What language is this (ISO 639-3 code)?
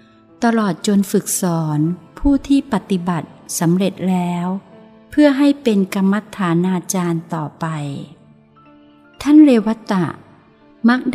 tha